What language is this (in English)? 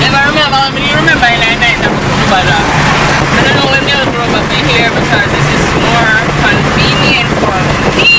Jamaican Creole English